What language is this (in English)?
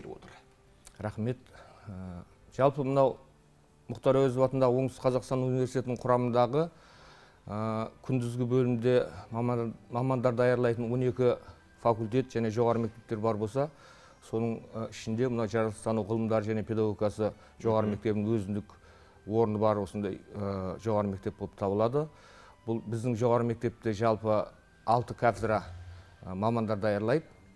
Kazakh